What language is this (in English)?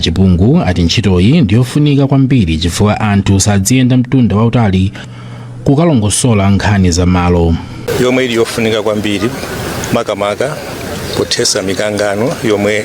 Nyanja